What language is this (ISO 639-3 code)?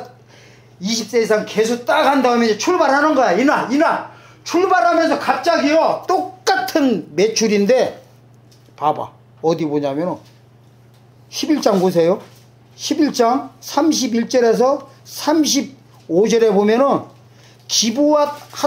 kor